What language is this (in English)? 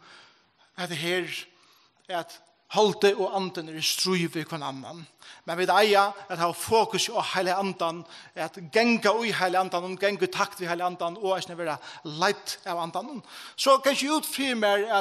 Faroese